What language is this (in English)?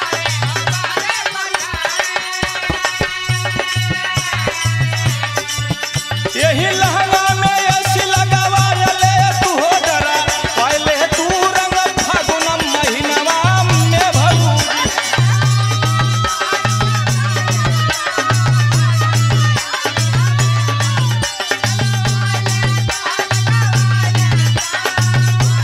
Bhojpuri